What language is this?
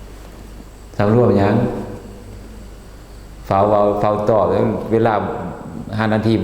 Lao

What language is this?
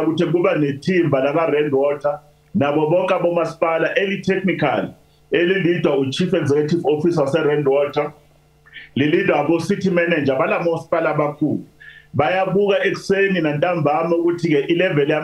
Zulu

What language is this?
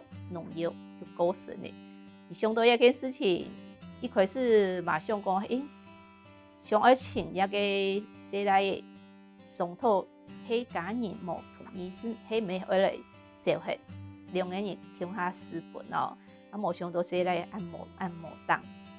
Hakka Chinese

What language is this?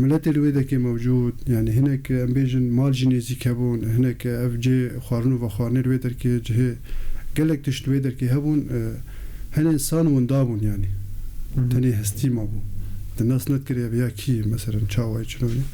Kurdish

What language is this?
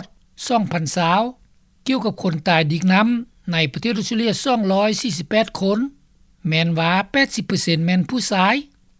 Lao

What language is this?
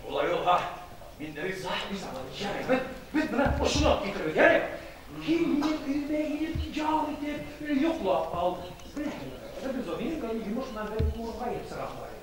Bashkir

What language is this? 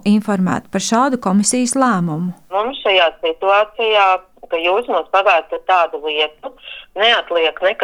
Latvian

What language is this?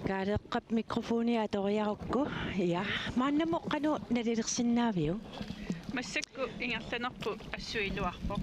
Kalaallisut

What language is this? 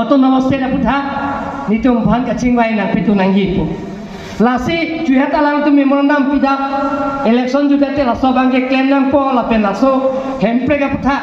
Karbi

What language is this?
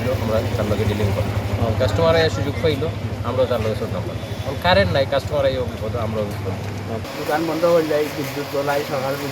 Sylheti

